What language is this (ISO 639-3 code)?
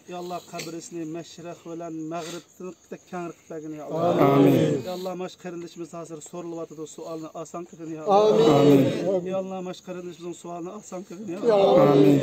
uig